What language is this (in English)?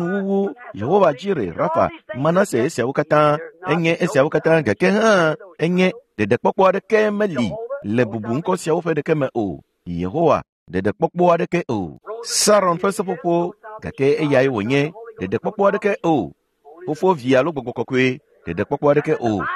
Ewe